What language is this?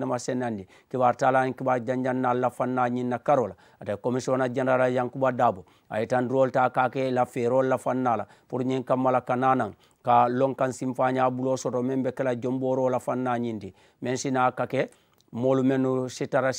Mandingo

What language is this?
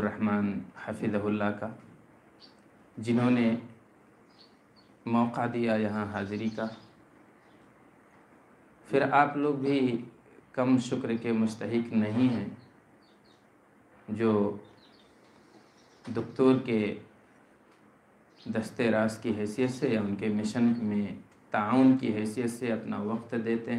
Urdu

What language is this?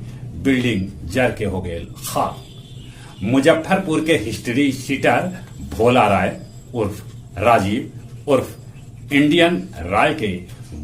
Magahi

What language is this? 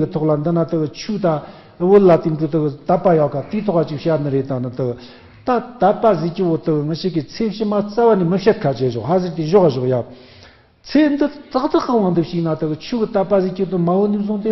Tibetan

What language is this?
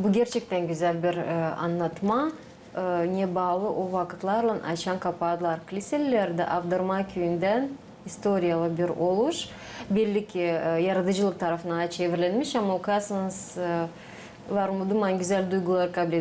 Gagauz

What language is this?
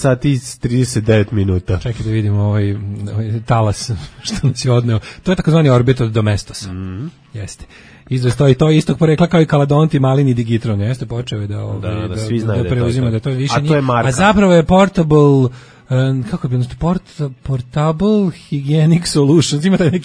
Serbian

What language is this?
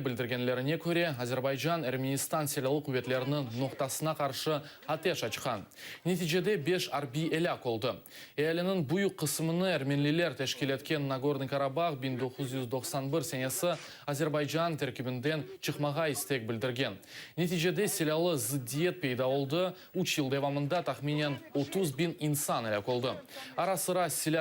Crimean Tatar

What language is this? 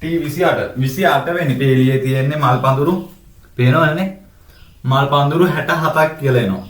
Sinhala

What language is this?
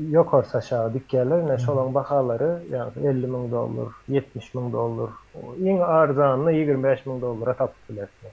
Turkmen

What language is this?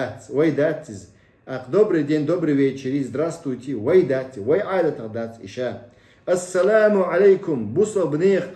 Chechen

